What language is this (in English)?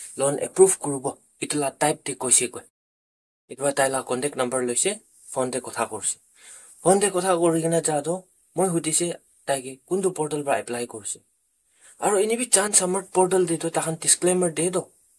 Naga Pidgin